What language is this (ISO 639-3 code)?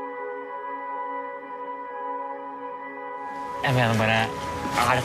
nor